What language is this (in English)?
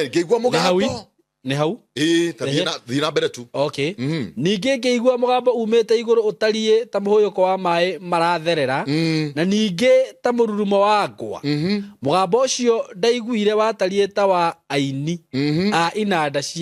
Kikuyu